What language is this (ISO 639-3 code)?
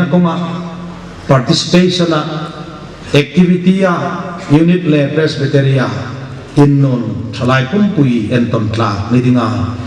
hmr